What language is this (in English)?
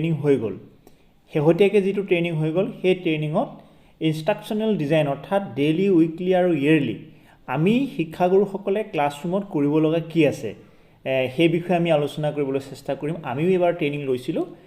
Assamese